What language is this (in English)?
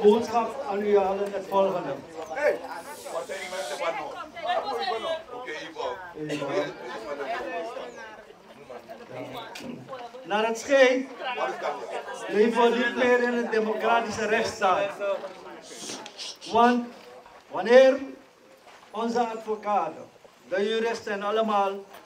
Dutch